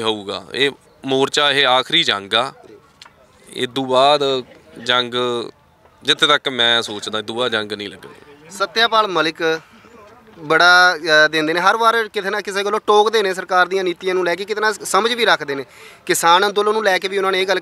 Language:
Punjabi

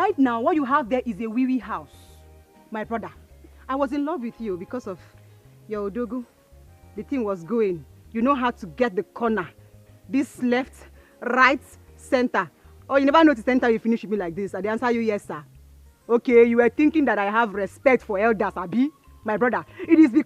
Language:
Nigerian Pidgin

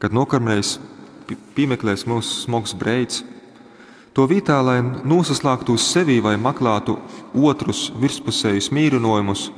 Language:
Latgalian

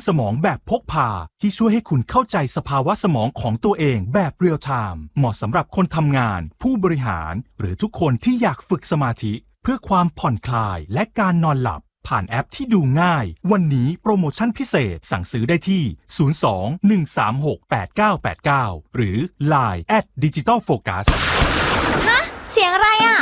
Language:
Thai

